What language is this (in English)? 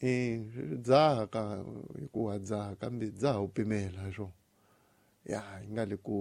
Tsonga